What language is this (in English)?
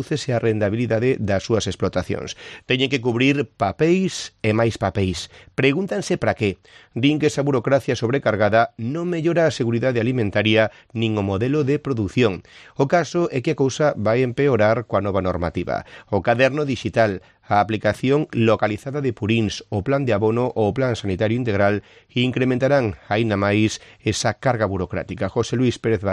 Galician